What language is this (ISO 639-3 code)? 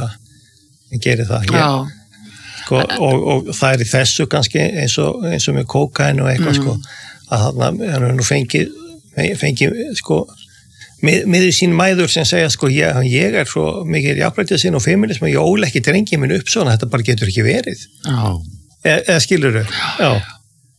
isl